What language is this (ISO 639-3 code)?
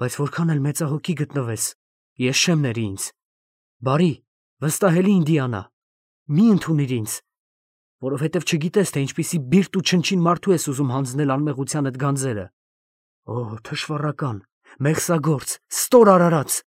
hye